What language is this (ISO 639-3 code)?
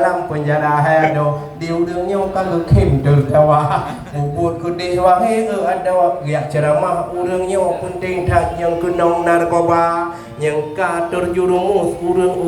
ace